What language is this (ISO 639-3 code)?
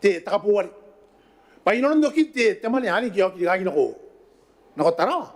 gil